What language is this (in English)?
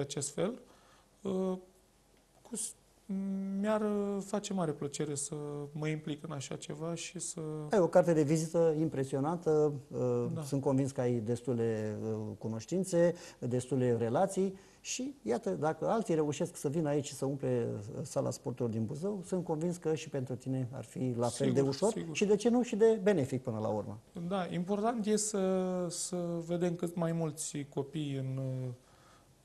Romanian